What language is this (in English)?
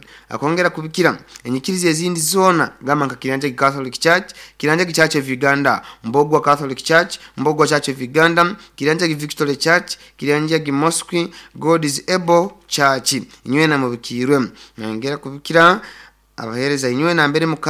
Nyoro